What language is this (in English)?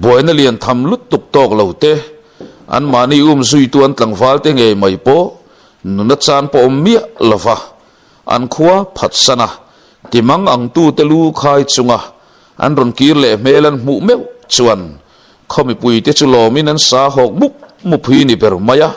Mizo